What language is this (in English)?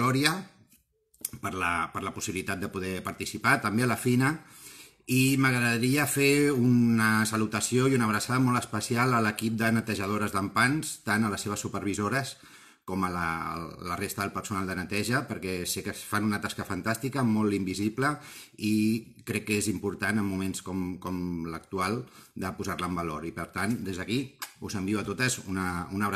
Catalan